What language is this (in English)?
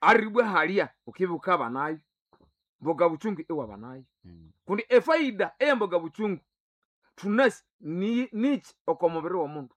Nande